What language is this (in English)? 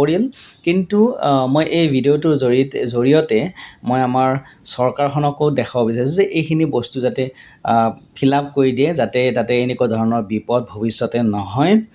Assamese